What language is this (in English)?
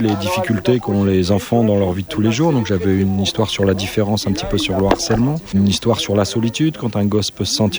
French